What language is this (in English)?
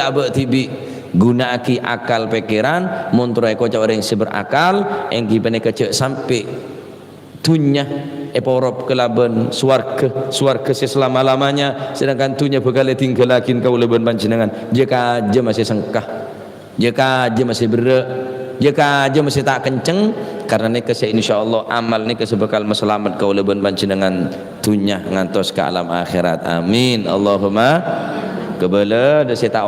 Madurese